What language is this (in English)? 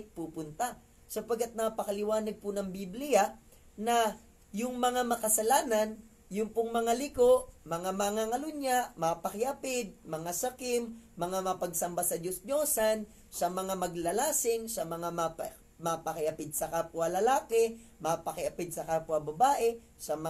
Filipino